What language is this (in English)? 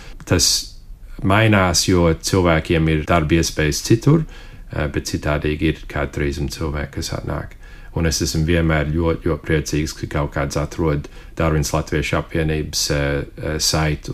Latvian